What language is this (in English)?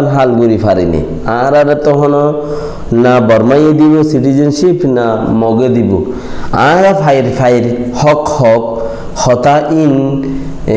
Rohingya